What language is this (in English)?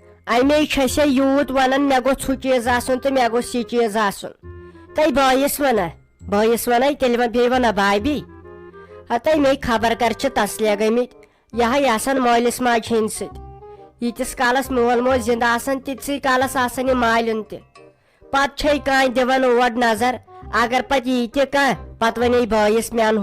Kashmiri